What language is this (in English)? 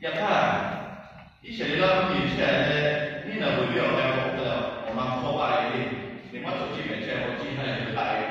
Lahu